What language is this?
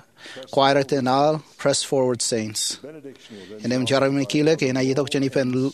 Marshallese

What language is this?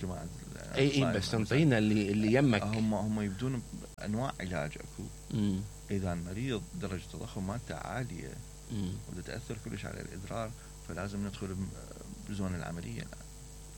Mesopotamian Arabic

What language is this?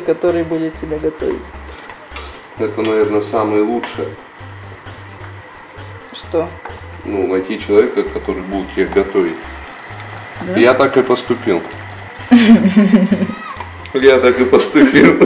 Russian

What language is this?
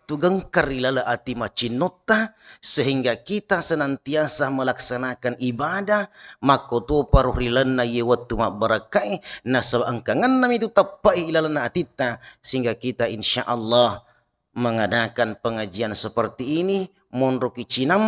Buginese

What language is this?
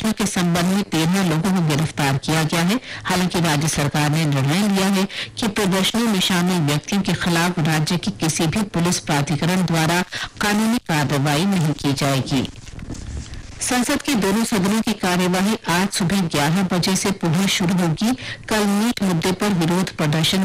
Hindi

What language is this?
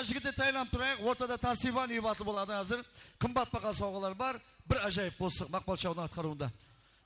Kara-Kalpak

